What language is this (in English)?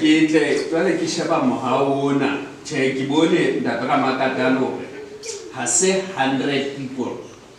Southern Sotho